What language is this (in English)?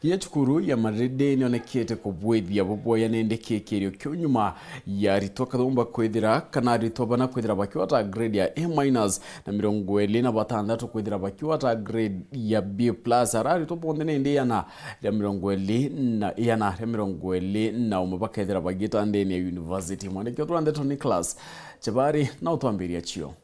Meru